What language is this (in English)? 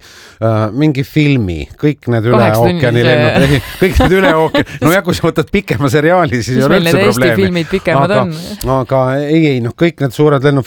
Estonian